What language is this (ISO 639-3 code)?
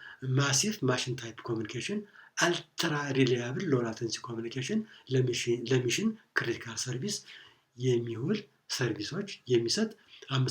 amh